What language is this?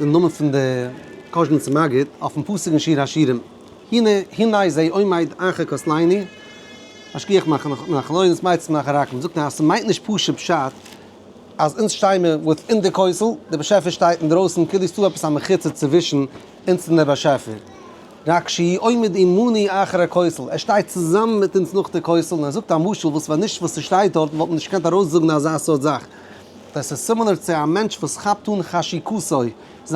Yiddish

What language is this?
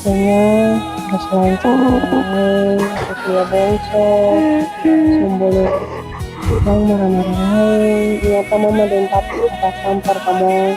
Ambonese Malay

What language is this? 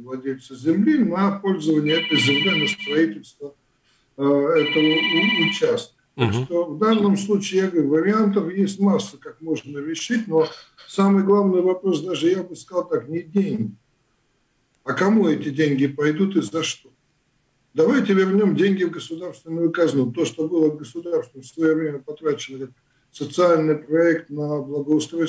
Russian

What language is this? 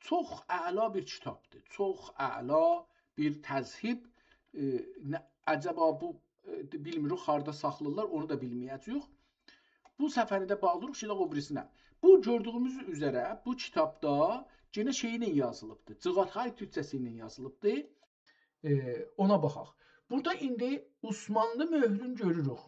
South Azerbaijani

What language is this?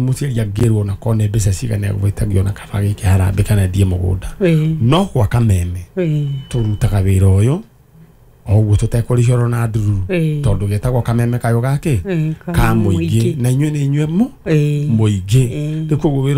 Kikuyu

